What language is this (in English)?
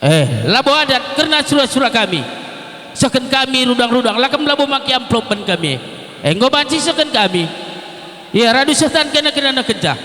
Batak Karo